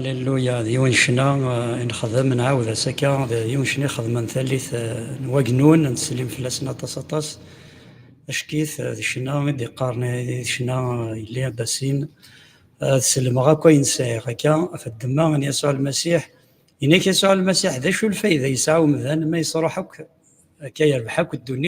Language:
Kabyle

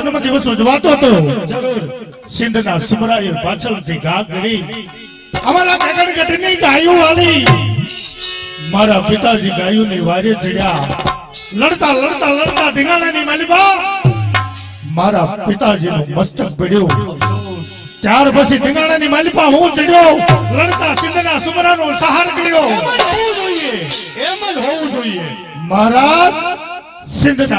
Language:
Gujarati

